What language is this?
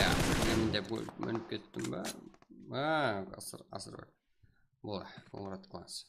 Kara-Kalpak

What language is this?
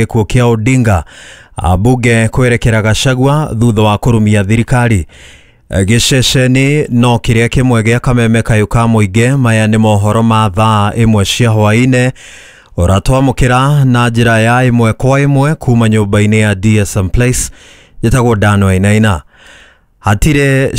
Kikuyu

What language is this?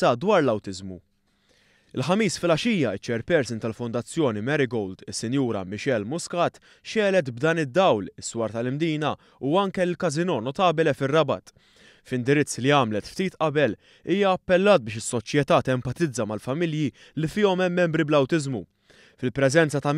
Maltese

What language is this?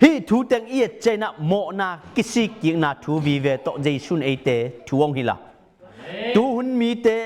Tedim Chin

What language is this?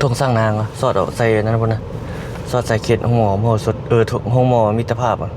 Lao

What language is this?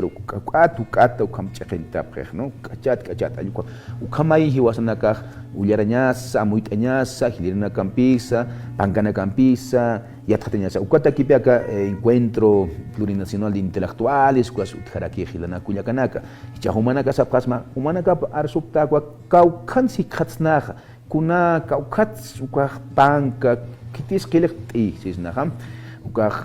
Aymara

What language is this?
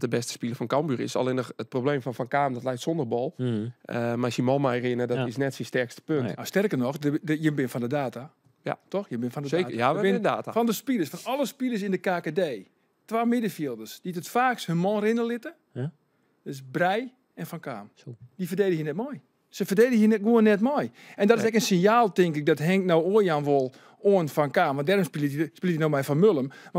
Western Frisian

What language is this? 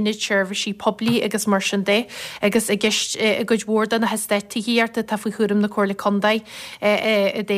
Irish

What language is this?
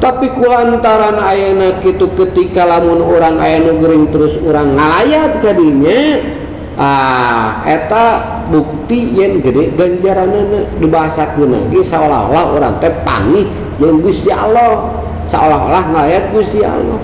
Sundanese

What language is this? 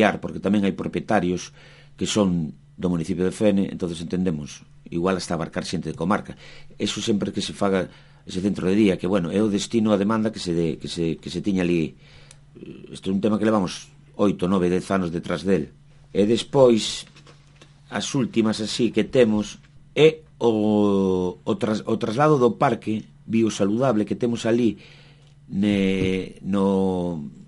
Galician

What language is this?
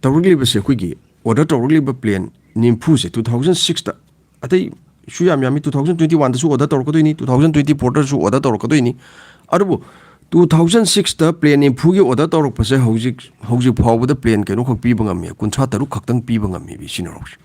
Manipuri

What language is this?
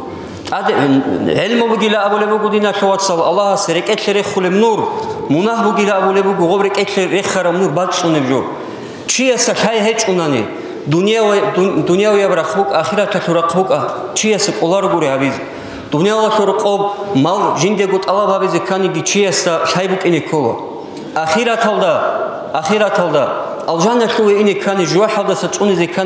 Avaric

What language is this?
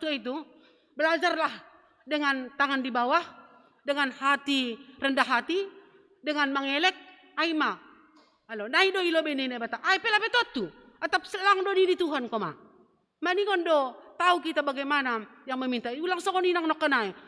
Batak Simalungun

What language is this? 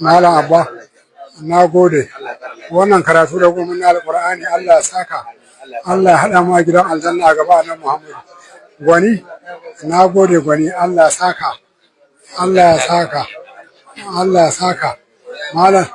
Hausa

